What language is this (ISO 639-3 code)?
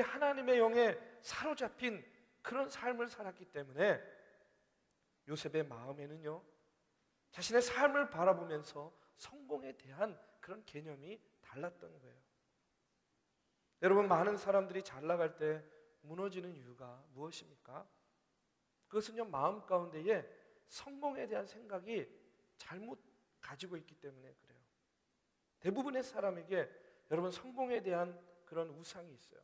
kor